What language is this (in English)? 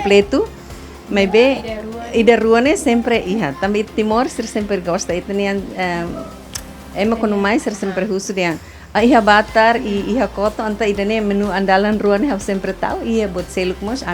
Tetum